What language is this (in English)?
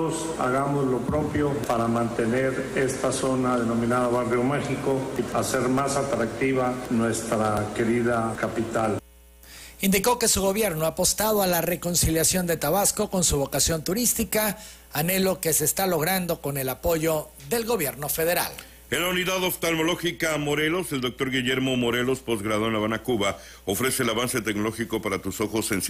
Spanish